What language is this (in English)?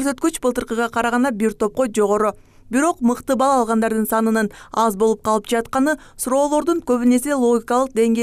Kyrgyz